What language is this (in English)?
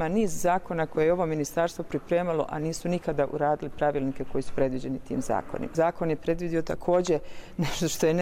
Bosnian